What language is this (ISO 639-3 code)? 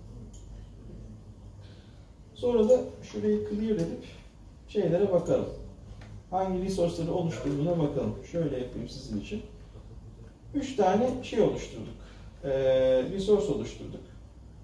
tur